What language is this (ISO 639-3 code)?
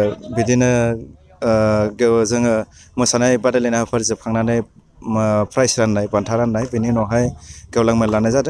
brx